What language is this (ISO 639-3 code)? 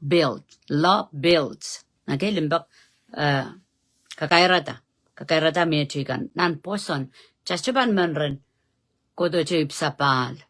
pon